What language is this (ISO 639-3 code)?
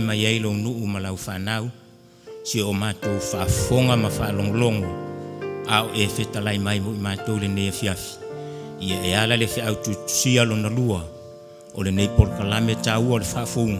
smo